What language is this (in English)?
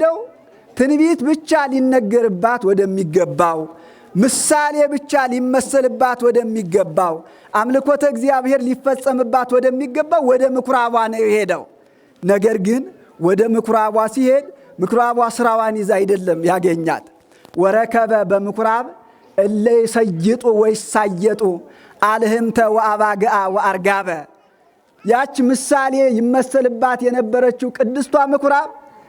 Amharic